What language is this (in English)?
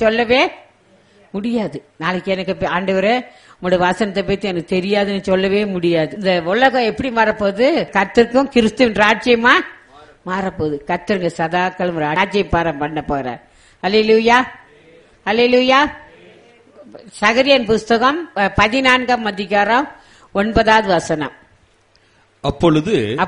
Tamil